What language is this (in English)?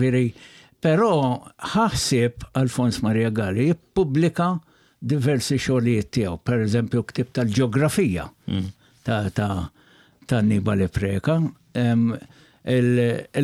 Maltese